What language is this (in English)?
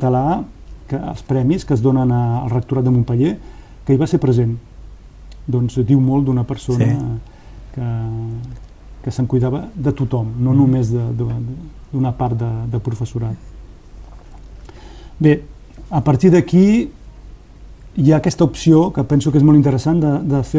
Catalan